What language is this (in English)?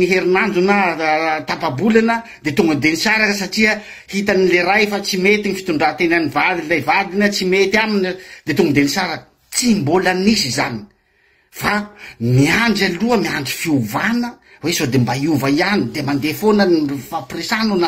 Malagasy